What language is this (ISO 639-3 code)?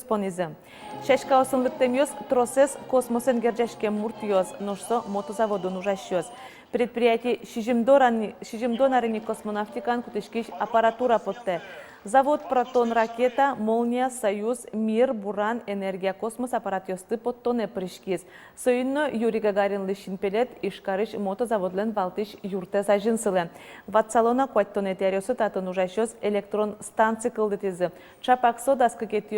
udm